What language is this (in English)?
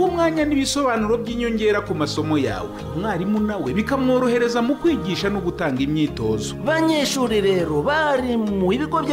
Kinyarwanda